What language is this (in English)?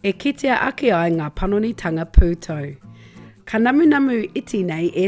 Māori